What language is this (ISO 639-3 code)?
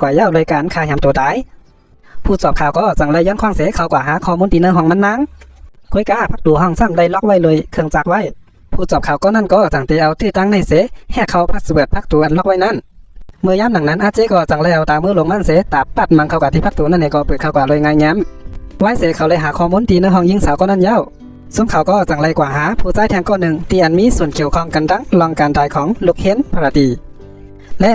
shn